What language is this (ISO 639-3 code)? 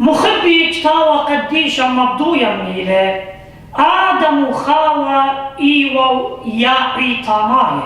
aii